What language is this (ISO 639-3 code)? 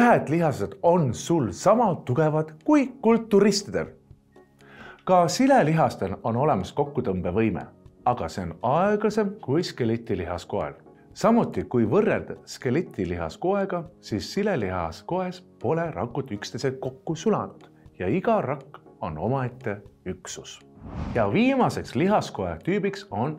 est